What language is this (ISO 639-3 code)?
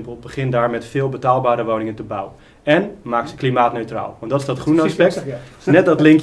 nld